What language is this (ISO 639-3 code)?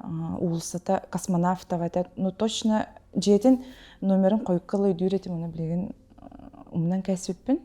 sah